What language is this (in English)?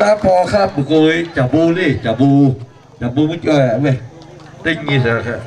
Lahu